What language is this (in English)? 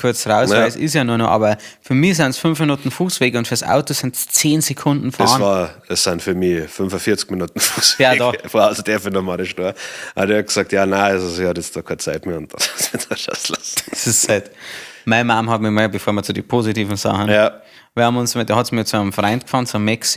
Bavarian